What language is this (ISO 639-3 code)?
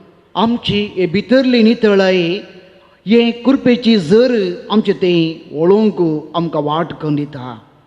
kok